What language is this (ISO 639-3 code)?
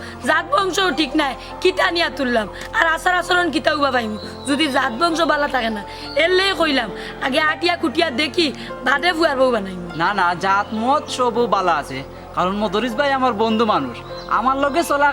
syl